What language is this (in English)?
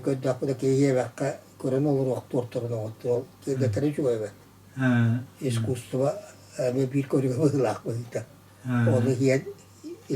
Yakut